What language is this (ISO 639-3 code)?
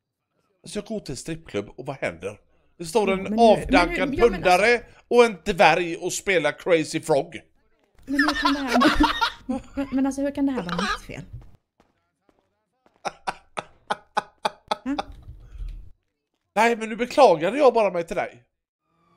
swe